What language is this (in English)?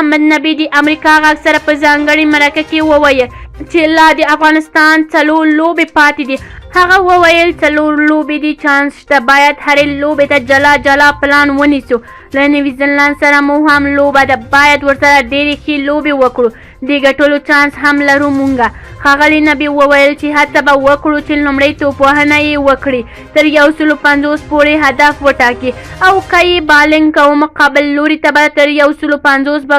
Pashto